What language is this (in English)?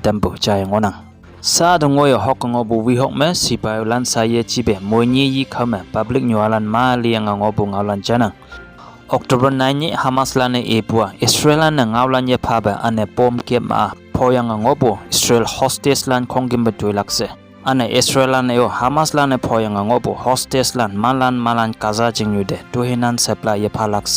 Konyak Naga